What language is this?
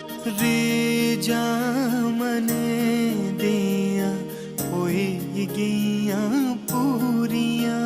Dogri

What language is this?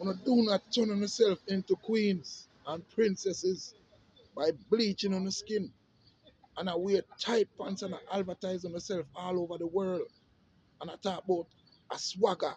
Jamaican Creole English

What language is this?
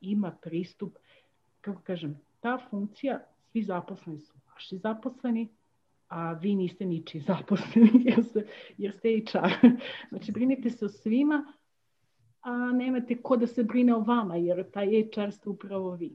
Serbian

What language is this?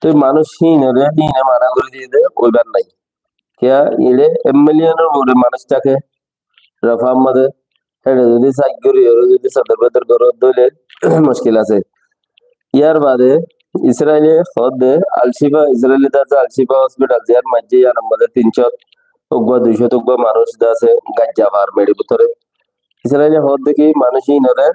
Rohingya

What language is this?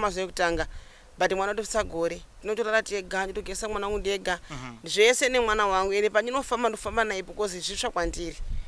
Shona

